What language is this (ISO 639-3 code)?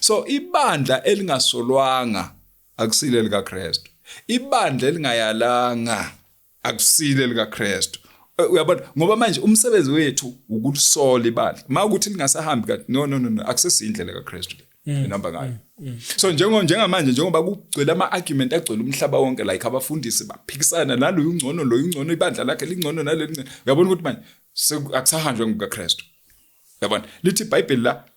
zul